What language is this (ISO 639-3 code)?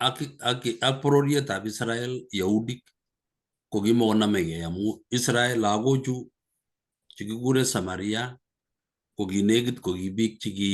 kln